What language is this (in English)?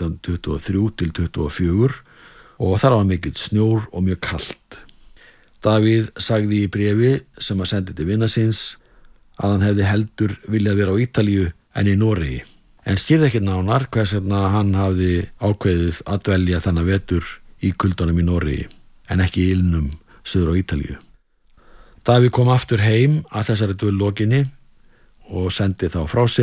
Icelandic